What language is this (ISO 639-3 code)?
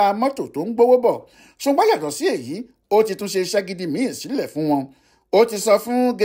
yor